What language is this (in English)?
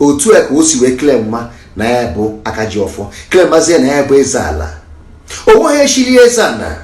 Igbo